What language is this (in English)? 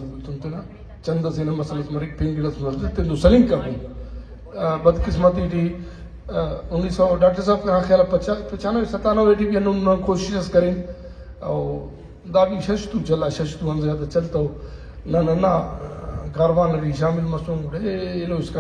Brahui